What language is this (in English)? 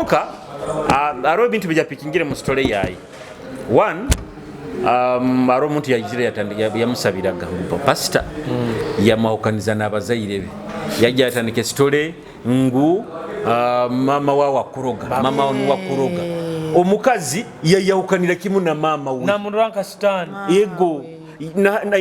Nyoro